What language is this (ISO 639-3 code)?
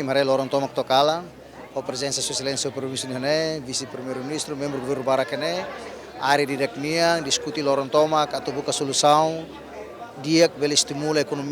tet